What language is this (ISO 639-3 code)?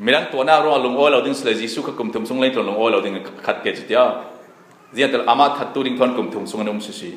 cfm